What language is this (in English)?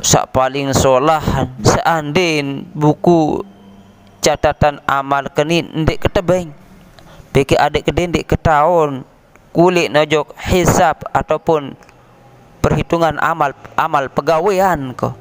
Sasak